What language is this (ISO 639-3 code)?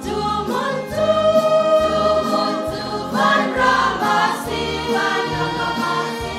cnh